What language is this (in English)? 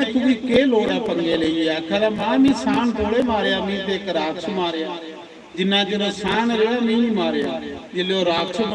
Dogri